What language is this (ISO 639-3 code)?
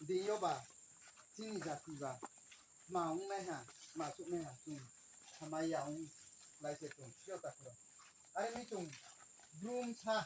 ria